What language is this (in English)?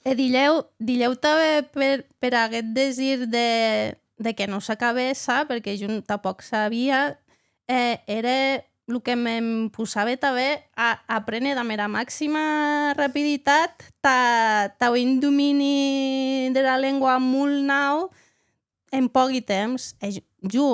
Occitan